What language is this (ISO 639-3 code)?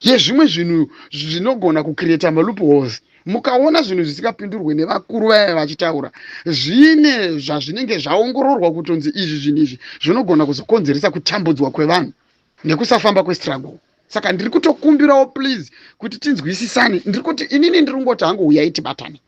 sna